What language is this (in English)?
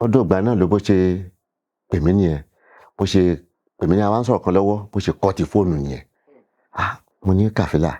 Yoruba